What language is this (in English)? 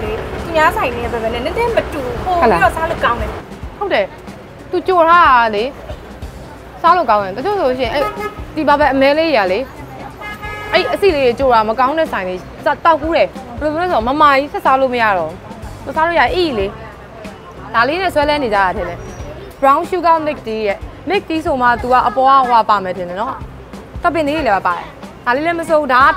Burmese